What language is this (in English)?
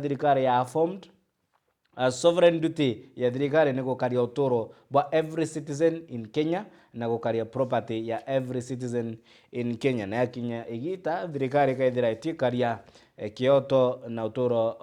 Meru